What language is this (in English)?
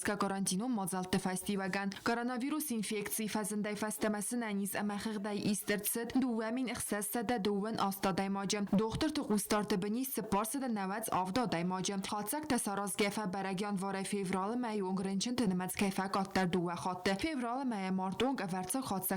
Ossetic